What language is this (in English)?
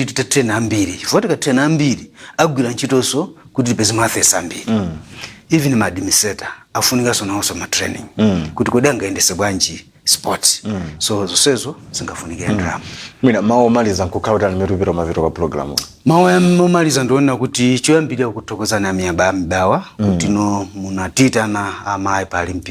Nyanja